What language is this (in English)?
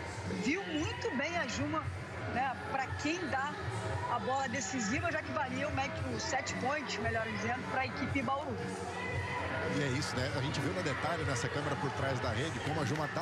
Portuguese